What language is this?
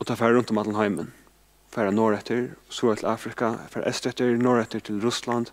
Faroese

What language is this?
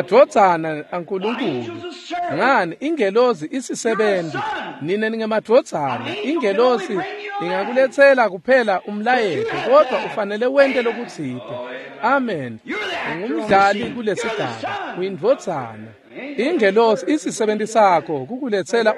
Swati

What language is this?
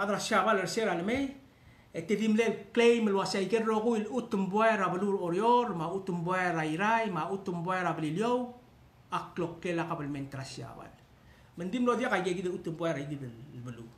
Palauan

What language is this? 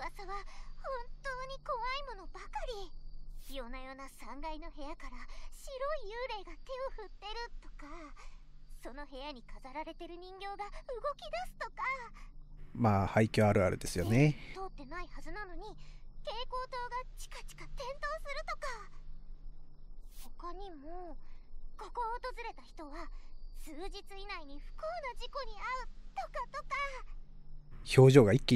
Japanese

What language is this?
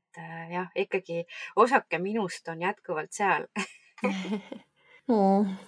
Estonian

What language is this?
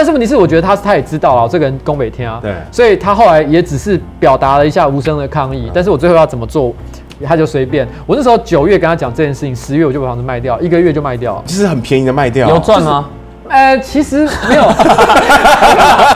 Chinese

